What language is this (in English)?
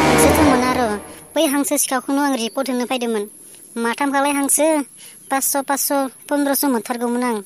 Bodo